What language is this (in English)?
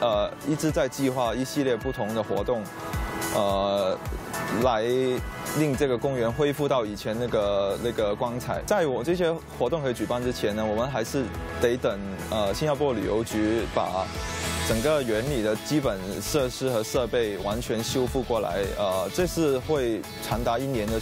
Chinese